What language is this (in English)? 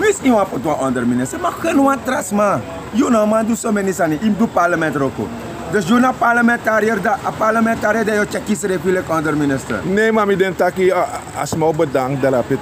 Sranan Tongo